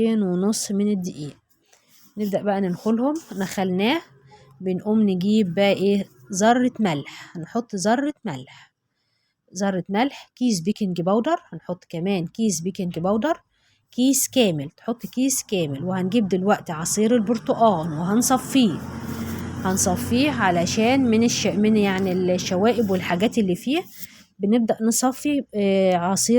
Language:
Egyptian Arabic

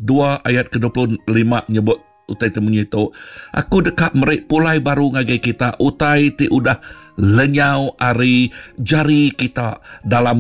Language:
Iban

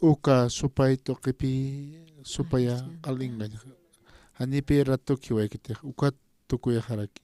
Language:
Aymara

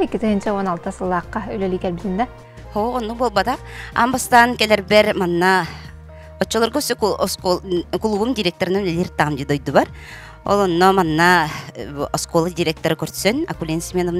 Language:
Yakut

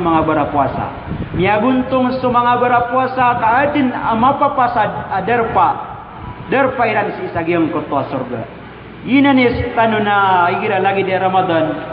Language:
Maranao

